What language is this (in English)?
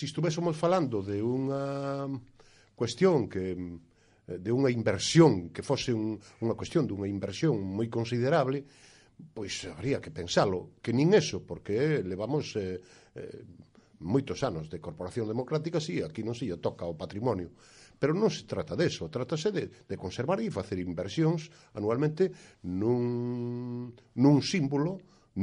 Galician